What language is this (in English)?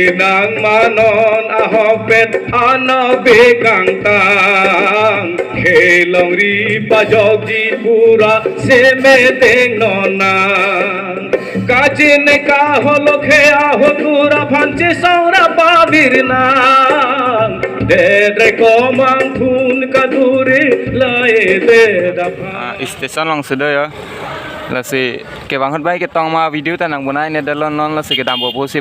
Karbi